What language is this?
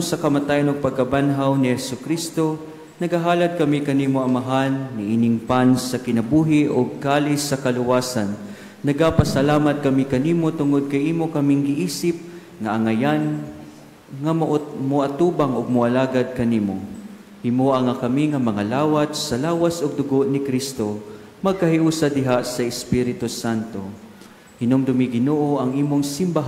Cebuano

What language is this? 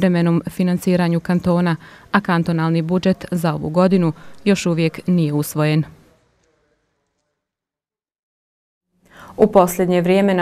Bosnian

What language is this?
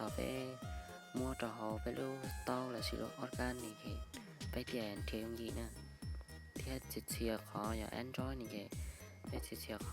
Hmong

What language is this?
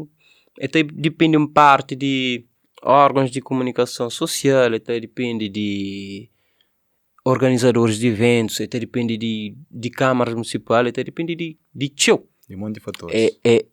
Kabuverdianu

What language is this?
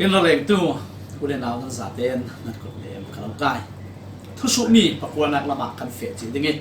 Falam Chin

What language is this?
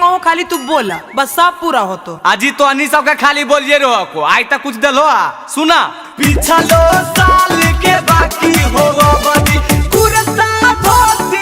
Magahi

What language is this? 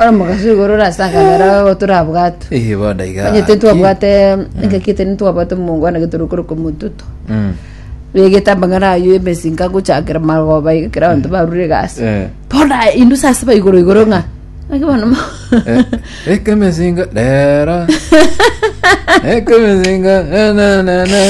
Gusii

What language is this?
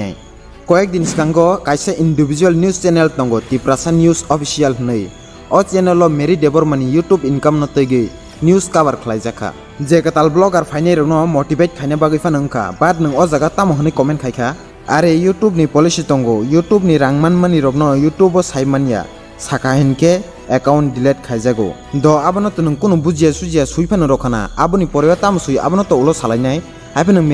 Kok Borok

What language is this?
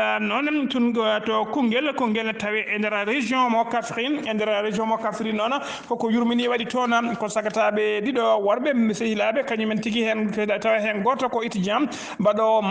Fula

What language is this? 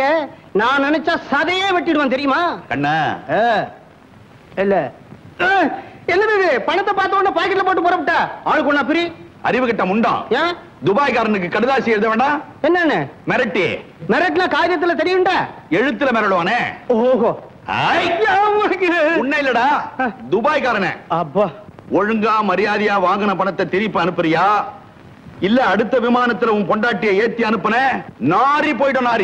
Tamil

